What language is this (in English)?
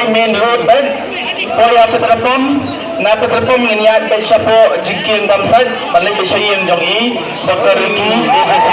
Khasi